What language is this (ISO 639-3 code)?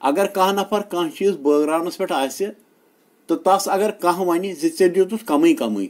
kas